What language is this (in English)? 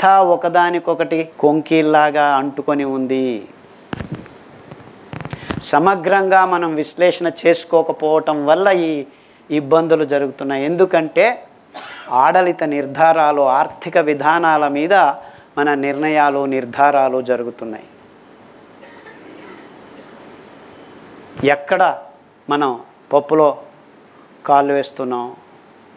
Telugu